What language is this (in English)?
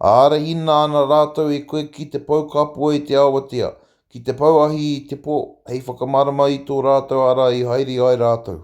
Māori